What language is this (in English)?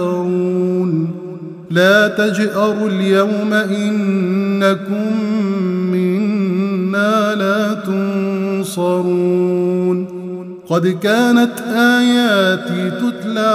Arabic